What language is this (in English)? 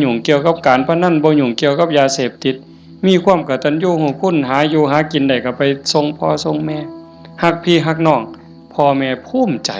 Lao